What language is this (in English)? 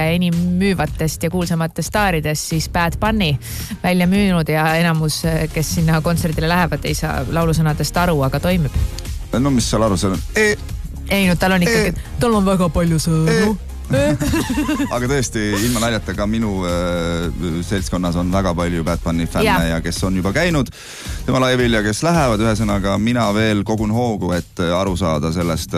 Estonian